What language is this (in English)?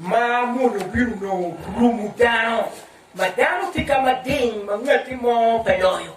Acoli